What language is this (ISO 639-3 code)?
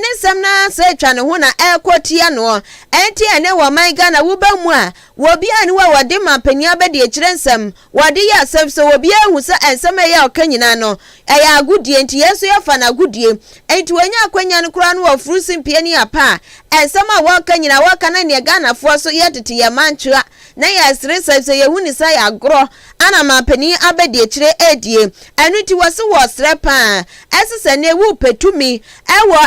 aka